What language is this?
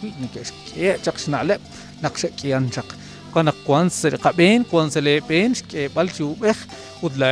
Kekchí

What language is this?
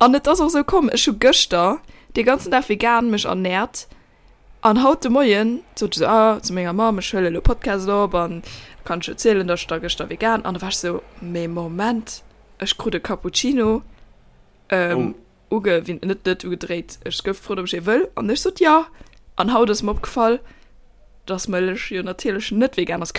Luxembourgish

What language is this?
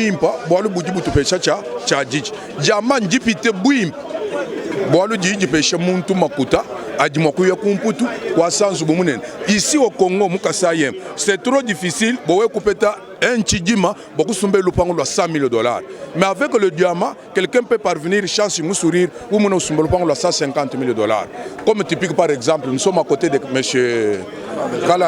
Luba-Lulua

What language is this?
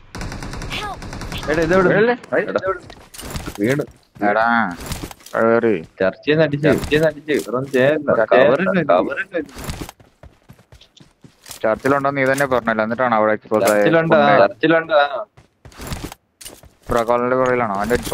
Malayalam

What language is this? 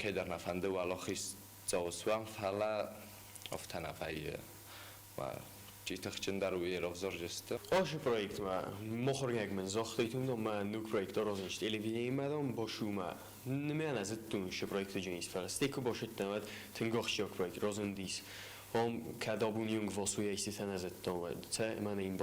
Ossetic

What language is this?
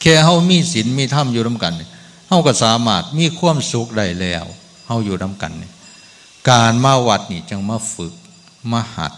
Northeastern Thai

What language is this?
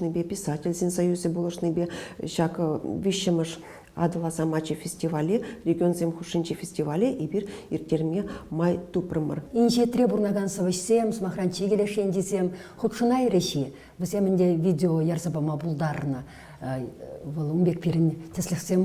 Chuvash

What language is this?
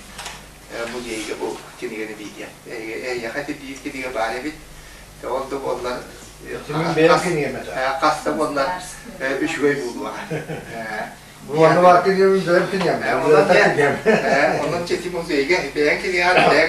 Yakut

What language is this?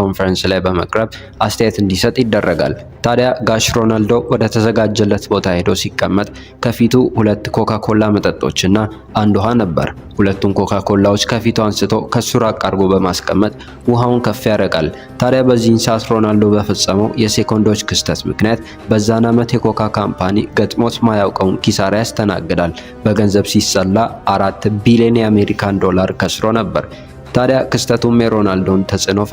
Amharic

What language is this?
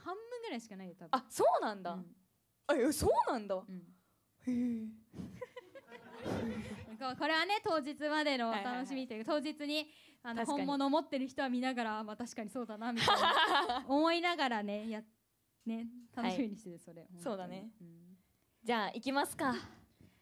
Japanese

